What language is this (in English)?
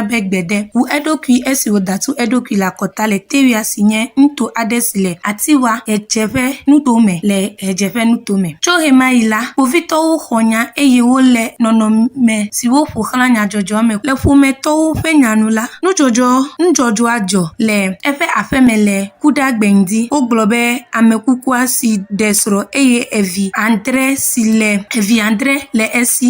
Ewe